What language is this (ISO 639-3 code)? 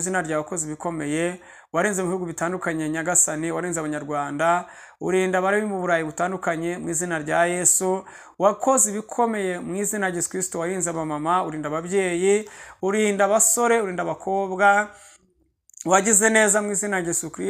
kin